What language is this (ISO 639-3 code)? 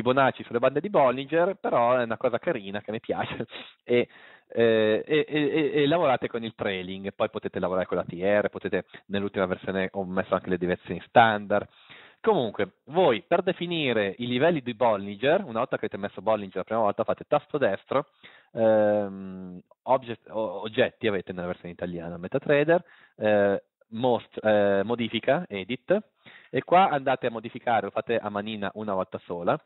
ita